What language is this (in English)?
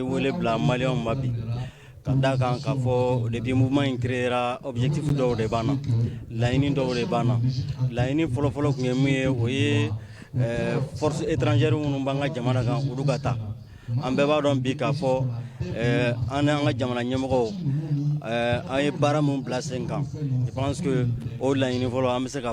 Bambara